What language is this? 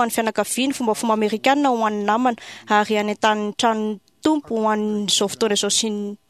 Malagasy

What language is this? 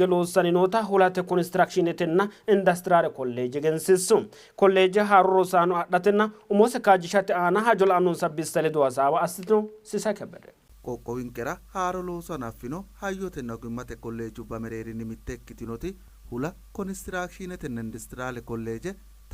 Sidamo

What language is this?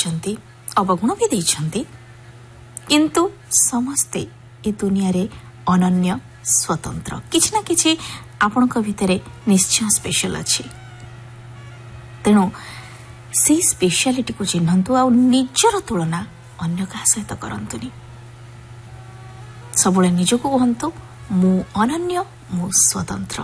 Odia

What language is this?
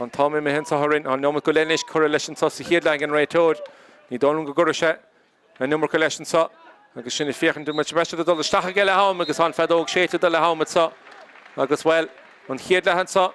Irish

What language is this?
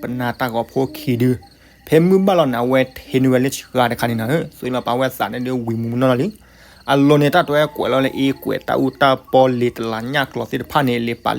S'gaw Karen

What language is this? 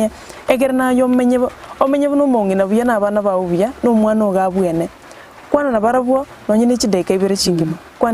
Gusii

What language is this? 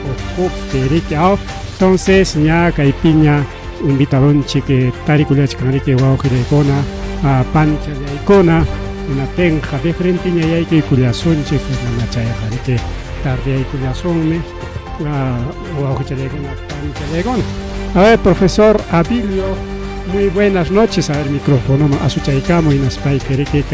Ayacucho Quechua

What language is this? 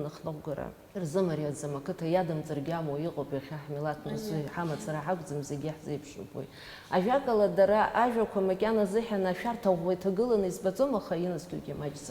Abkhazian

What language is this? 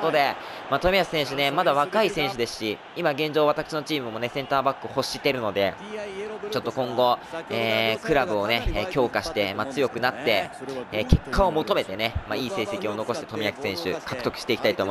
Japanese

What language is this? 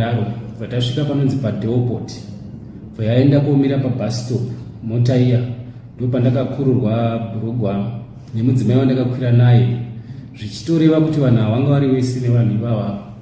Shona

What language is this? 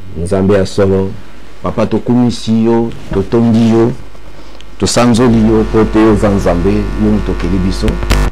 Lingala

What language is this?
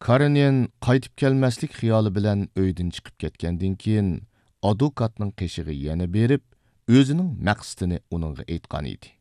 Uyghur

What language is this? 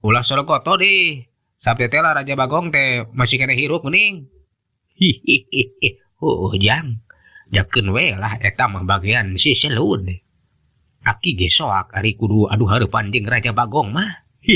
Sundanese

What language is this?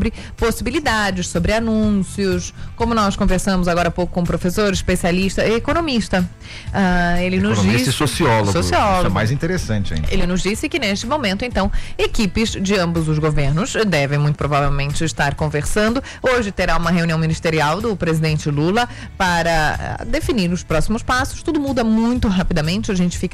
Portuguese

